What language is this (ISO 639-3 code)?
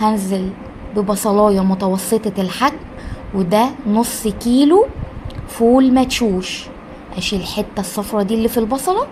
arz